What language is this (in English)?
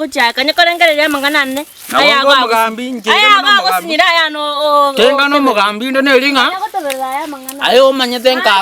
Gusii